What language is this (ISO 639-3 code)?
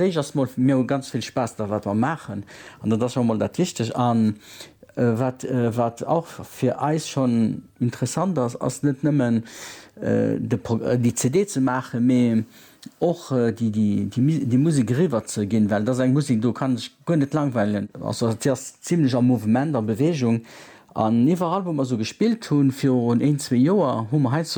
ltz